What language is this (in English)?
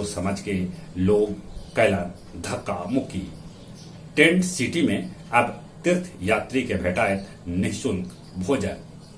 Magahi